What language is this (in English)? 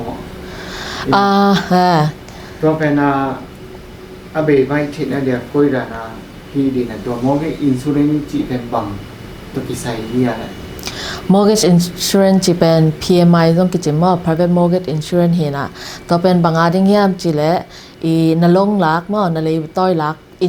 Tedim Chin